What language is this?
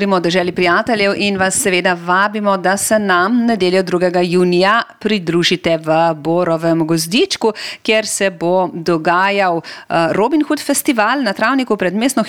Slovenian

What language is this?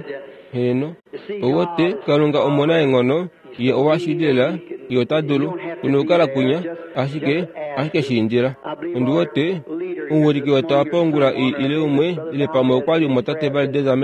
Kuanyama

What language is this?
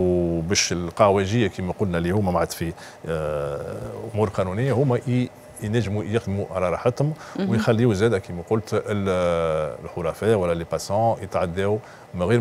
Tunisian Arabic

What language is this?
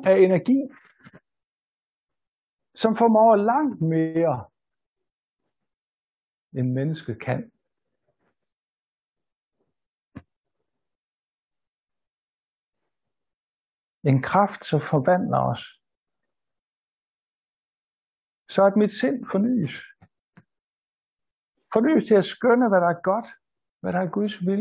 Danish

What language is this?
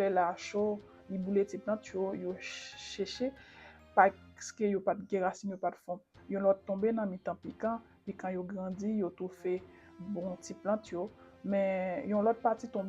Haitian Creole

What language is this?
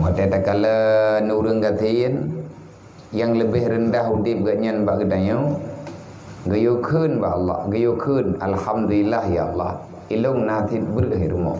Achinese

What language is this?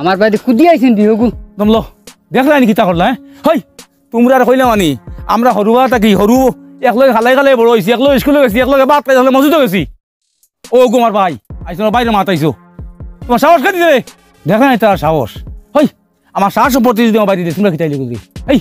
Sylheti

